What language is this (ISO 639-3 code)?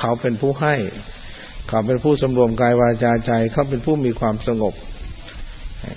tha